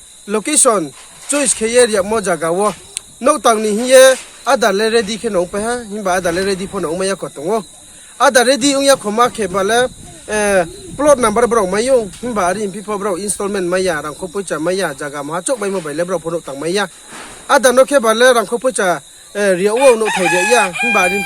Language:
Riang (India)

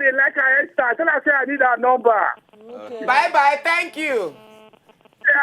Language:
Nigerian Pidgin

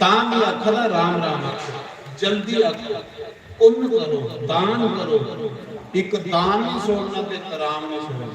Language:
Dogri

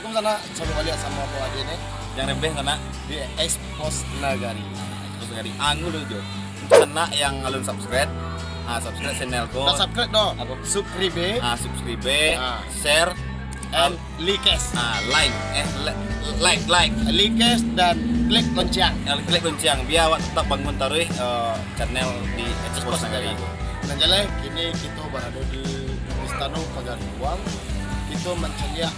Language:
Minangkabau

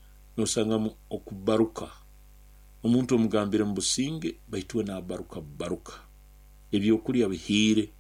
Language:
Nyoro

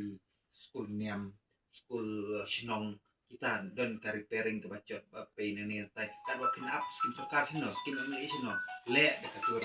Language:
Khasi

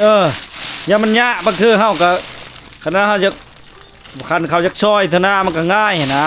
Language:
Lao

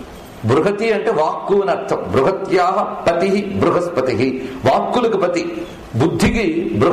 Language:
Telugu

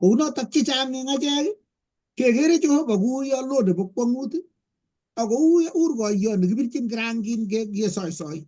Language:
Kalenjin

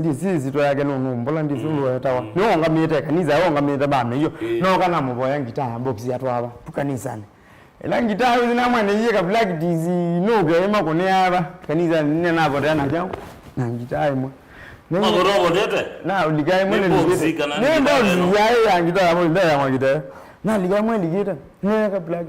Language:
Kamba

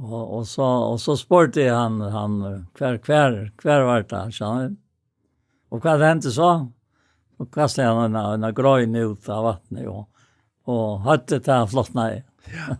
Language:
Faroese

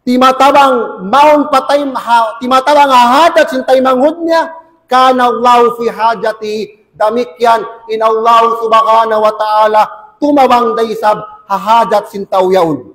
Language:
Tausug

